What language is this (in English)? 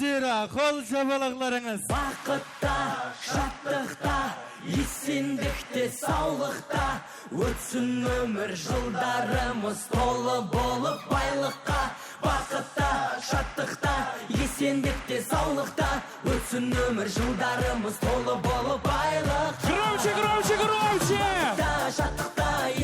Kara-Kalpak